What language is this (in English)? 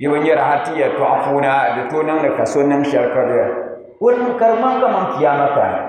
Dagbani